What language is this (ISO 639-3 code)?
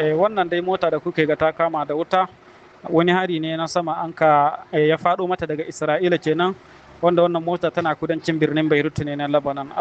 hau